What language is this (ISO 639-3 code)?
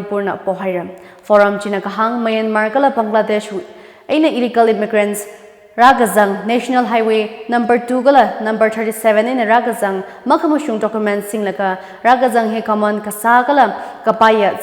nmf